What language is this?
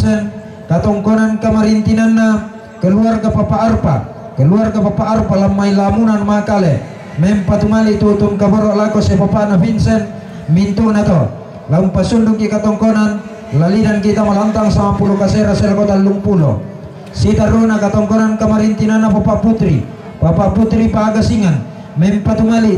Toraja-Sa'dan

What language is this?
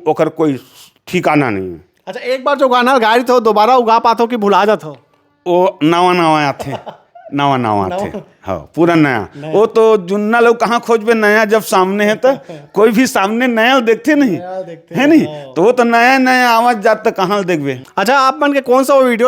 Chhattisgarhi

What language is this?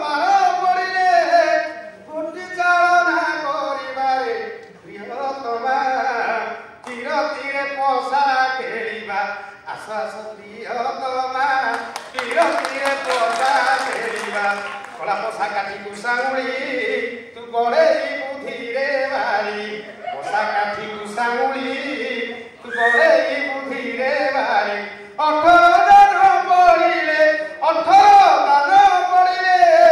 Odia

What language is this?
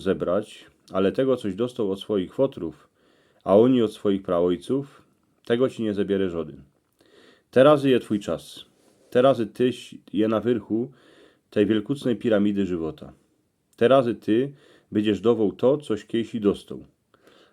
Silesian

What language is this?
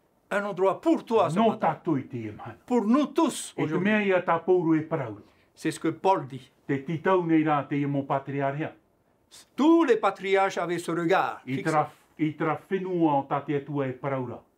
Tahitian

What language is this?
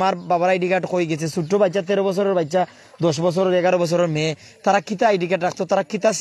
Sylheti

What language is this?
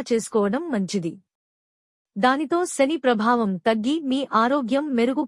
Telugu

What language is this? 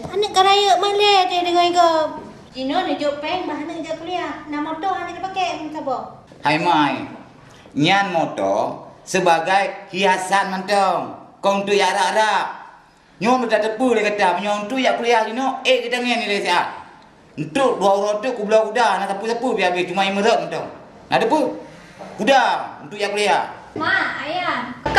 Achinese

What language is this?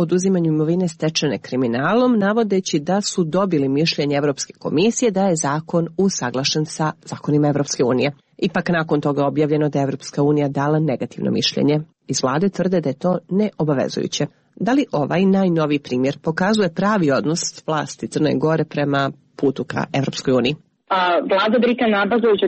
Serbian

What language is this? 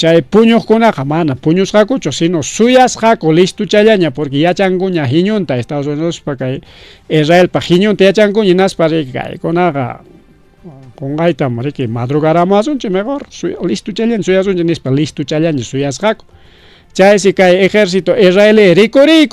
Ayacucho Quechua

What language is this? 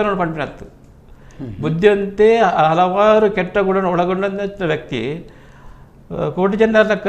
Tulu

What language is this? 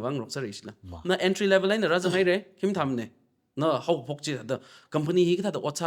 Tangkhul Naga (India)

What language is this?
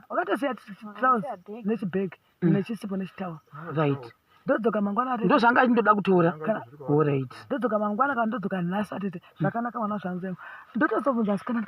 Shona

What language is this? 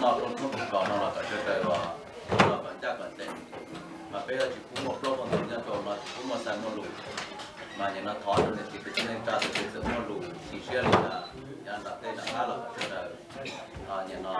Hmong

